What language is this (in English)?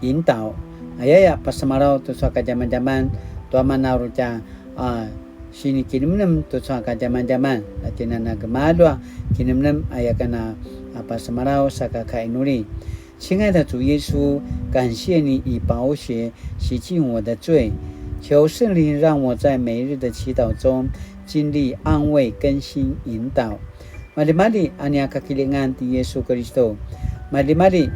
Paiwan